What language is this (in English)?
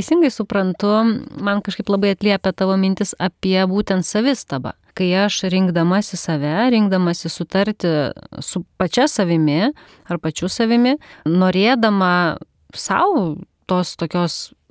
Lithuanian